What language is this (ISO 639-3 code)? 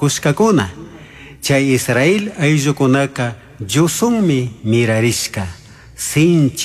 qug